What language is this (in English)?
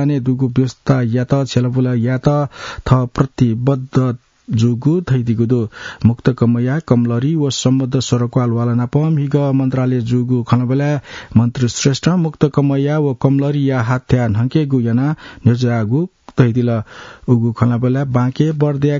Newari